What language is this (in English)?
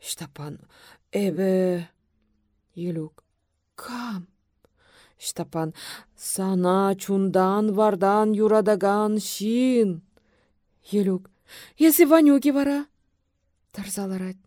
Chuvash